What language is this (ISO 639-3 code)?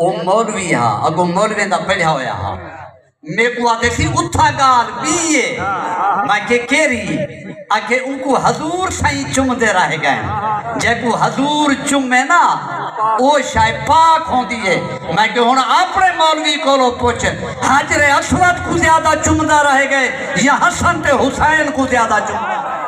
skr